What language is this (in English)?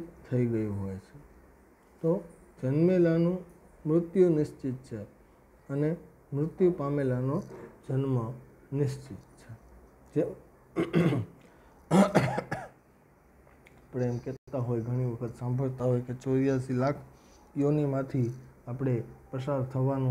Gujarati